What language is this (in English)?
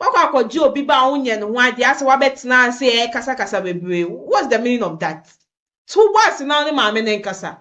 Akan